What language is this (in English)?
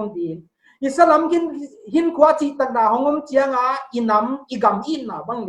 Paite Chin